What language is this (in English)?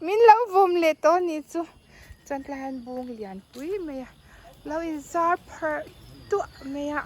Mizo